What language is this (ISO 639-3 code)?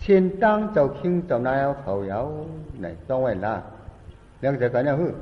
shn